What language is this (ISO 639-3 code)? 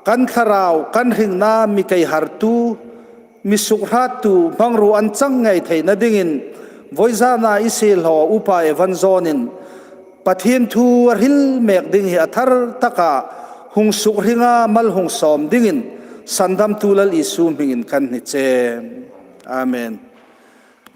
hmr